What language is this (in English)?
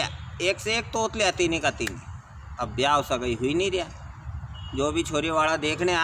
Rajasthani